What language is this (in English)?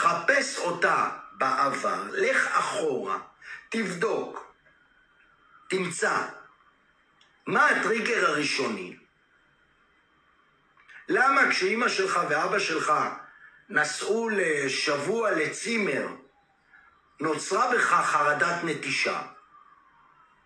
Hebrew